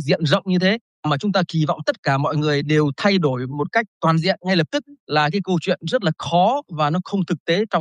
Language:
Vietnamese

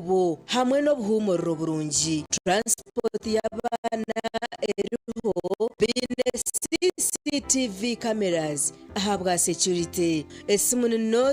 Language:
Nyankole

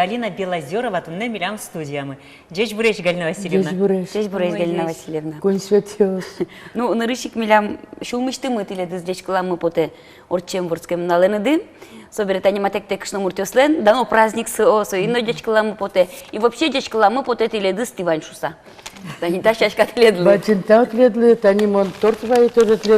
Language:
Udmurt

